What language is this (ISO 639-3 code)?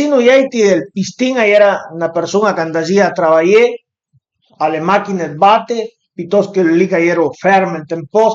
pms